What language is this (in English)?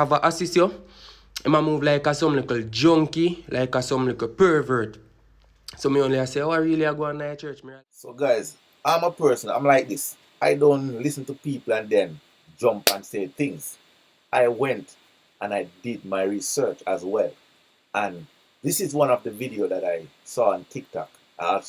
Jamaican Creole English